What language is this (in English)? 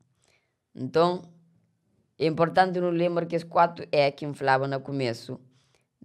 Kabuverdianu